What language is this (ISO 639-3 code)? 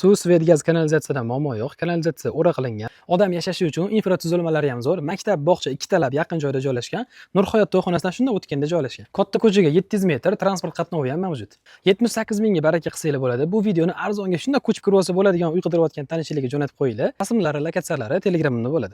uzb